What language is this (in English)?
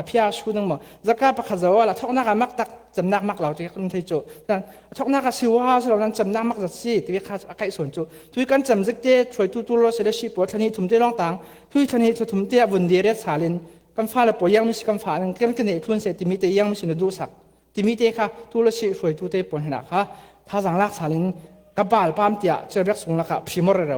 Falam Chin